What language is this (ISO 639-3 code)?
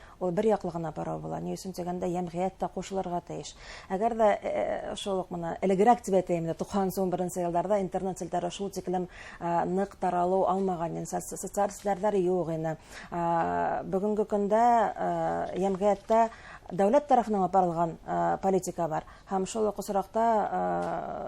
bak